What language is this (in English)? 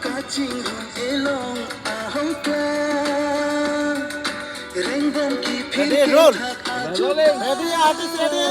Karbi